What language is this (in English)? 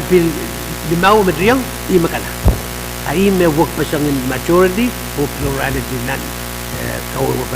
Pohnpeian